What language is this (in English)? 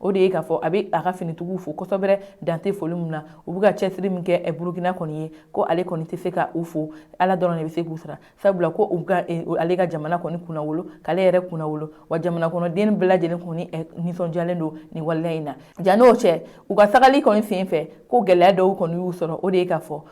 Bambara